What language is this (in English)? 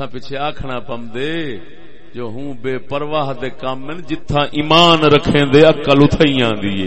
Saraiki